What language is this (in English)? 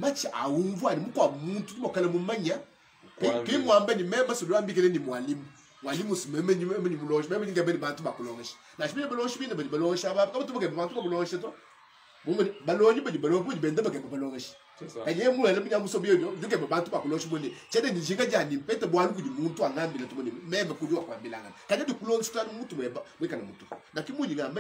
Luba-Lulua